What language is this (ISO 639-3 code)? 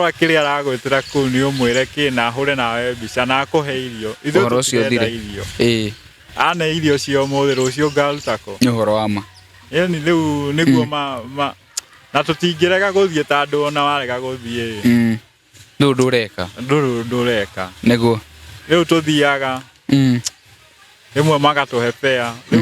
kik